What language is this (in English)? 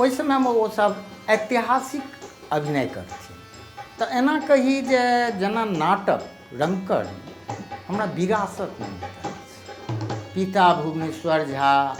Maithili